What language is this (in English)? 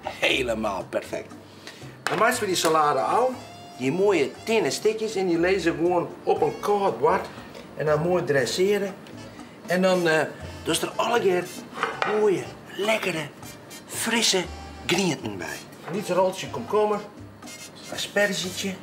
Western Frisian